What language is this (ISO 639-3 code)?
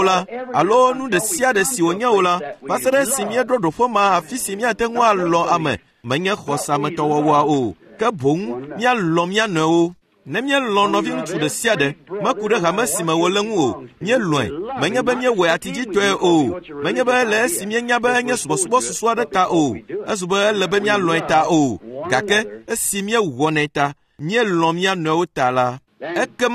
ewe